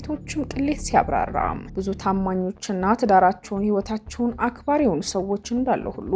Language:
Amharic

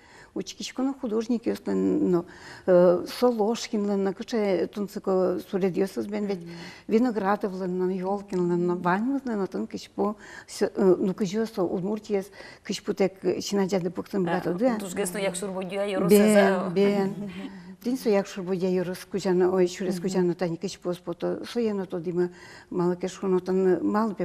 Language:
Udmurt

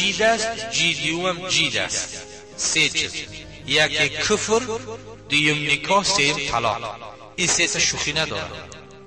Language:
Tajik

